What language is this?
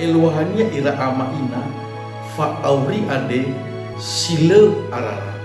Nias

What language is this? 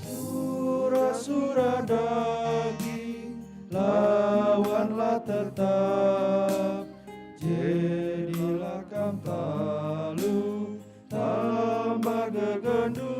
Batak Karo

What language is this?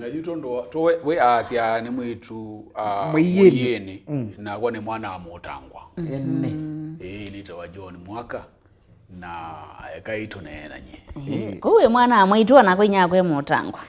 Kamba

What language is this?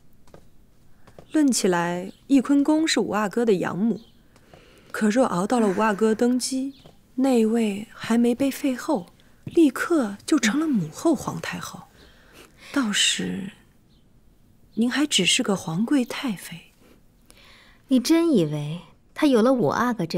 Chinese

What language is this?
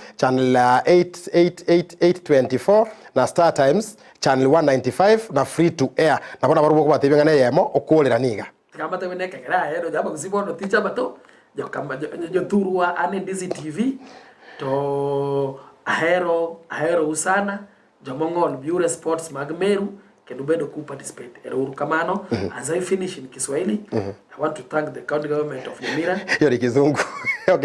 Gusii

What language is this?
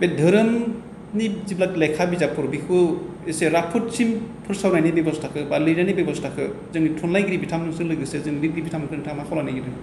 Bodo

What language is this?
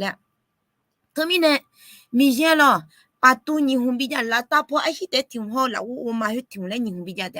Akha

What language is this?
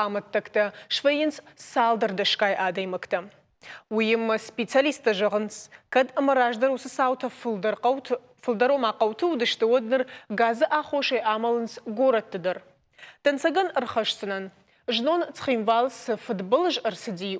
Ossetic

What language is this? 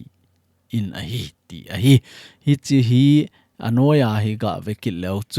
Thado Chin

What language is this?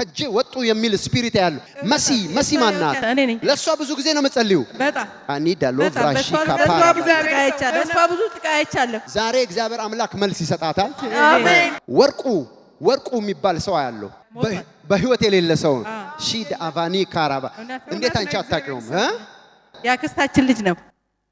Amharic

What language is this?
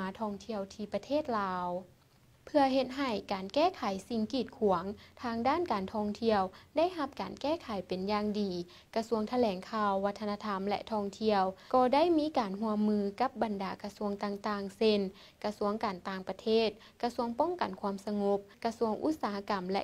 Lao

